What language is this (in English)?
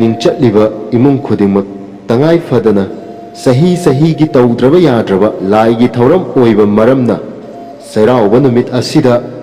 Manipuri